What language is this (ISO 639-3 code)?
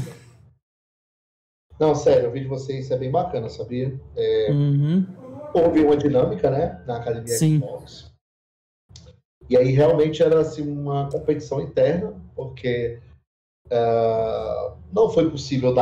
por